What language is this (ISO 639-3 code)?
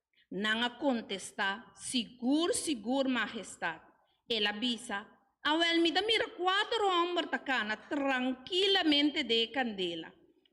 pap